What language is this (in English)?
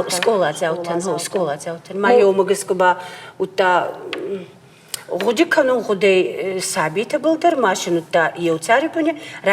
Ossetic